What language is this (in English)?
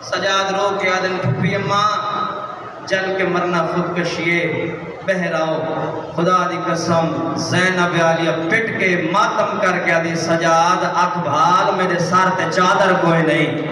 Saraiki